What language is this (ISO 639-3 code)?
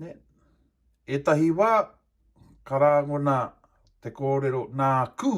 mri